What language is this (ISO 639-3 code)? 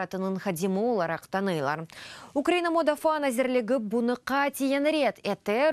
crh